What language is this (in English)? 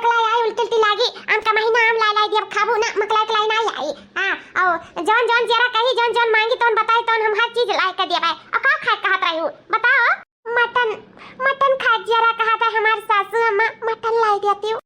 Awadhi